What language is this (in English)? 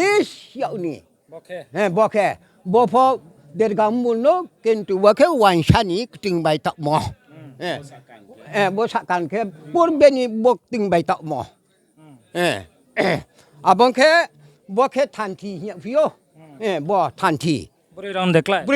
Riang (India)